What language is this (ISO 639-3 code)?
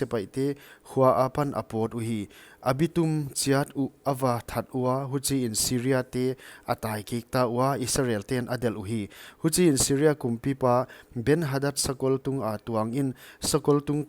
pck